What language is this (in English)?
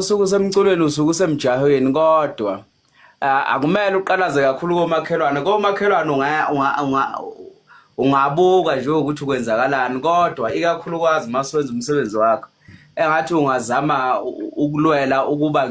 Zulu